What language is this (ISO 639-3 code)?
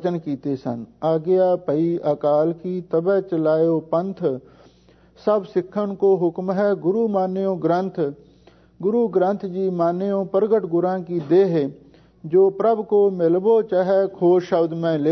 pan